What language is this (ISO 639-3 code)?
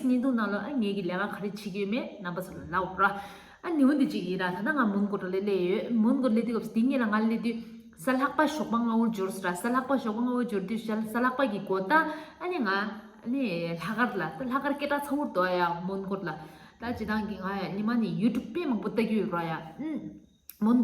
bod